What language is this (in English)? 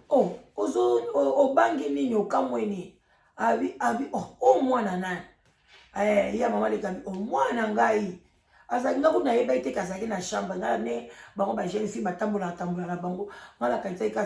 Lingala